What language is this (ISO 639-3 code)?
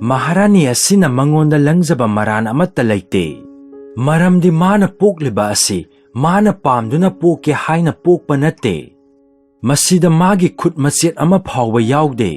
mni